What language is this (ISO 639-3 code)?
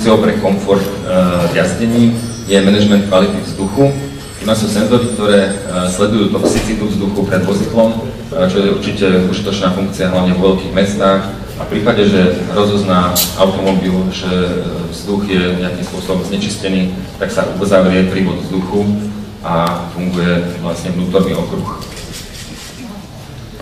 slk